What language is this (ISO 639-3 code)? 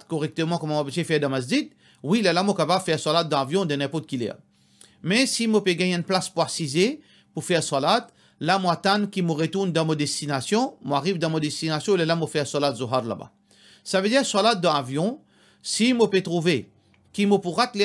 mfe